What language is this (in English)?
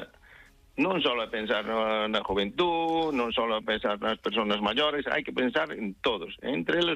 Galician